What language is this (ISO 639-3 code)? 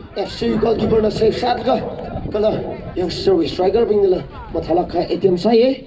nmf